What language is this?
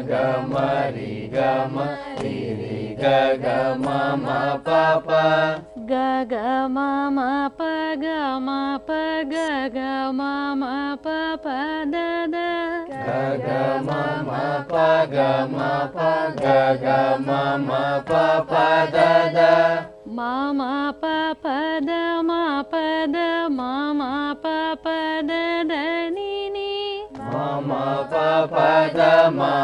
Telugu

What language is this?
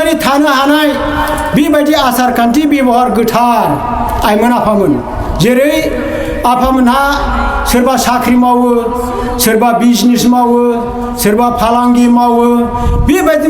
Bodo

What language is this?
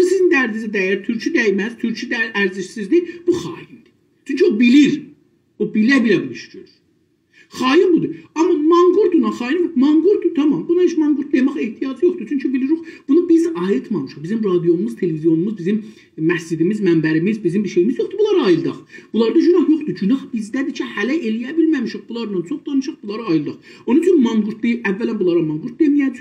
South Azerbaijani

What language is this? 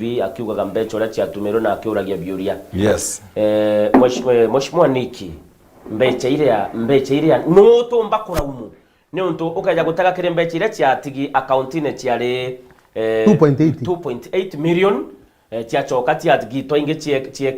Meru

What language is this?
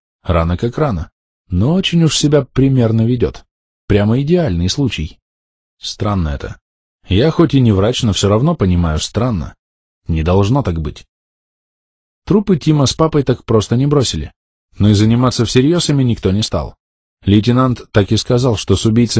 Russian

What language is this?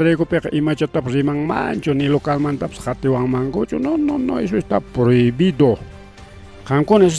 Ayacucho Quechua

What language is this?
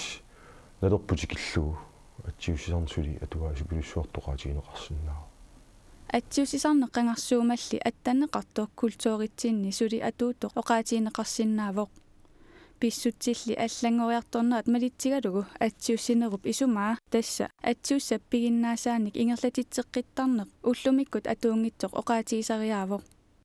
Kalaallisut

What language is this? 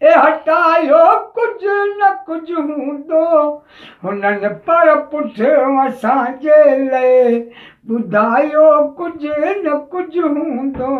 Sindhi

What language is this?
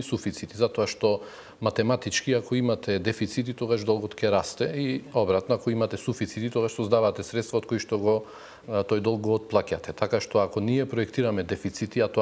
Macedonian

